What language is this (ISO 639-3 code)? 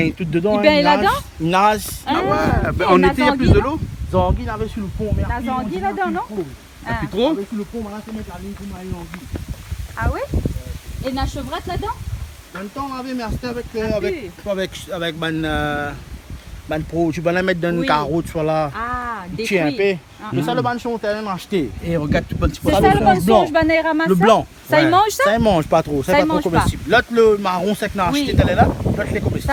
rcf